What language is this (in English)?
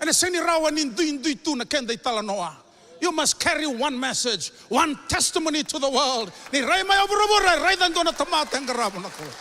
Fijian